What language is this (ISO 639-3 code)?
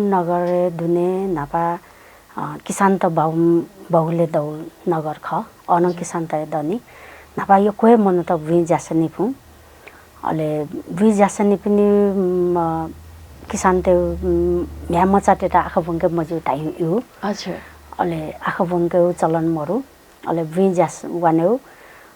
new